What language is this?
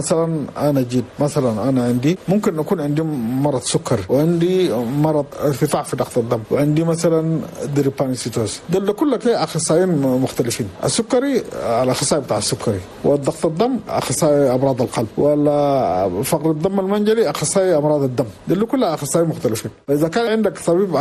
Chadian Arabic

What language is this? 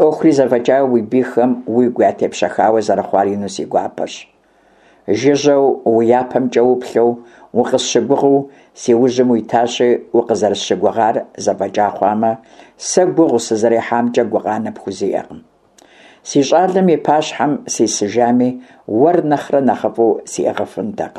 Kabardian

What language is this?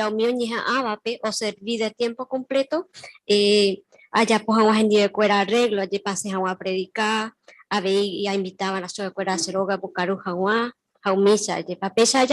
Guarani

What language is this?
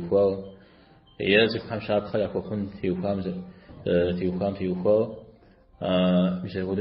Kabardian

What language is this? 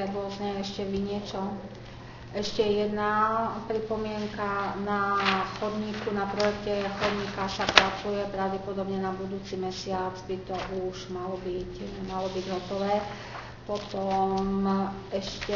Slovak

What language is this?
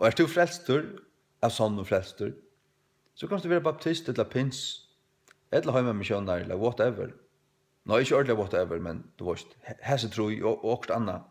Faroese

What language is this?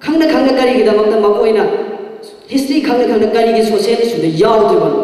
Manipuri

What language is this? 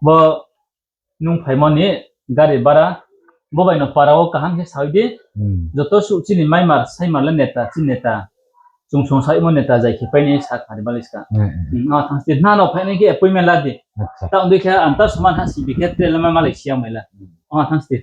Riang (India)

